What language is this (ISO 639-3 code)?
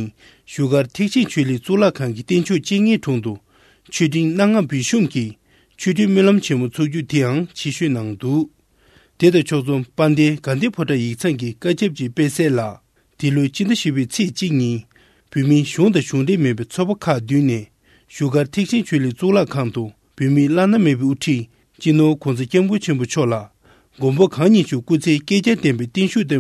bod